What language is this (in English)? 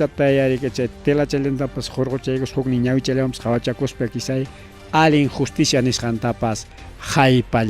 Ayacucho Quechua